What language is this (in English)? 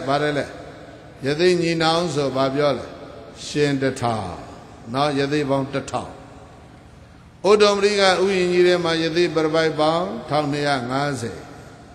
Burmese